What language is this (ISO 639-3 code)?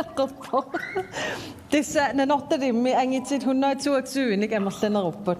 kal